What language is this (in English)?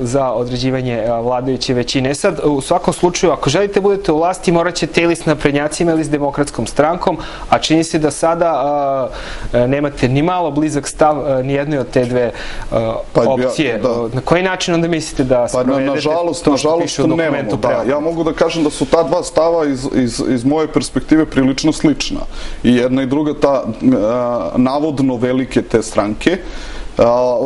Serbian